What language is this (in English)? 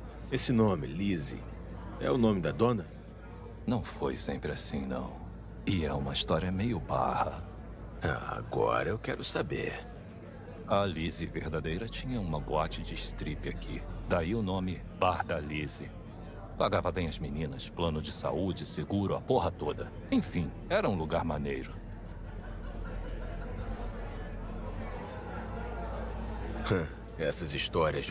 Portuguese